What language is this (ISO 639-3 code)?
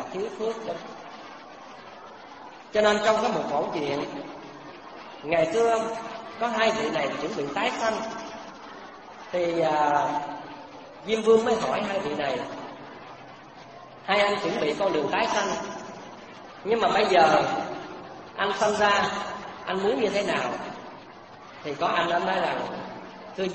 vie